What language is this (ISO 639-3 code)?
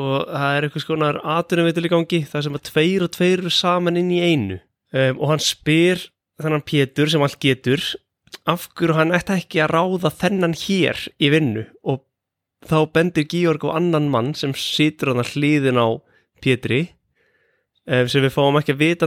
isl